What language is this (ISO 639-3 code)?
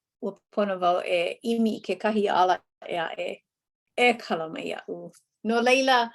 haw